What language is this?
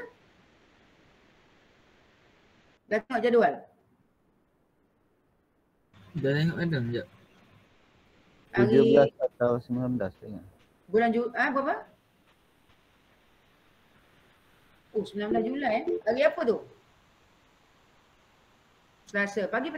Malay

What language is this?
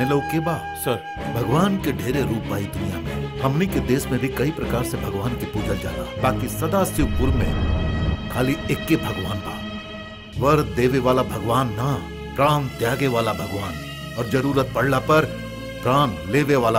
Bhojpuri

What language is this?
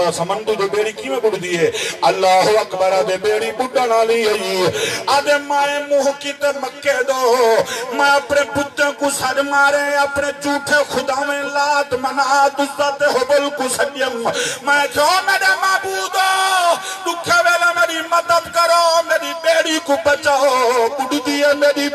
Saraiki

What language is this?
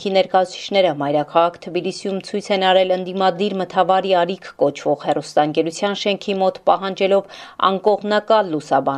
Armenian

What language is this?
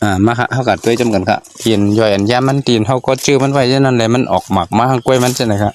Shan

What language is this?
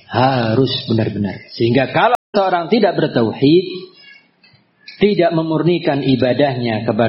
Indonesian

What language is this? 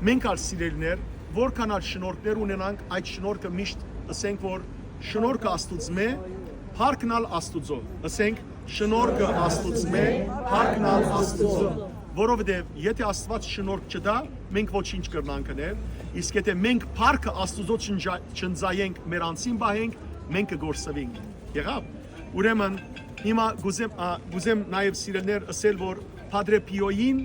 Western Armenian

